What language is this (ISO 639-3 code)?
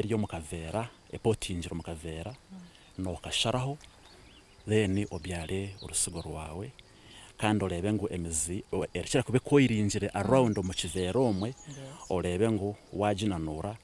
nyn